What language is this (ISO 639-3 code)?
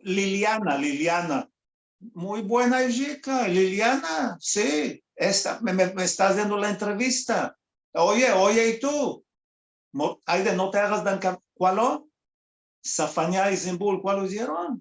lad